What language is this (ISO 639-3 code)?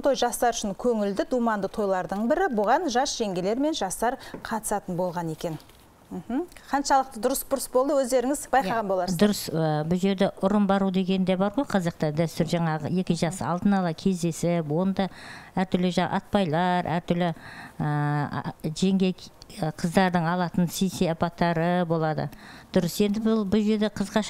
kaz